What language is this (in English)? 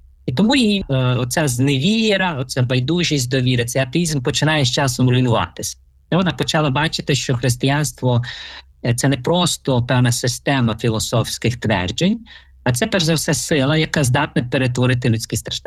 Ukrainian